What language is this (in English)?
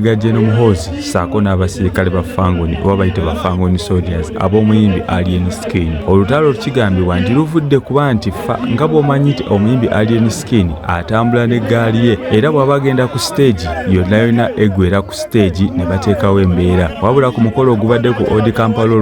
Ganda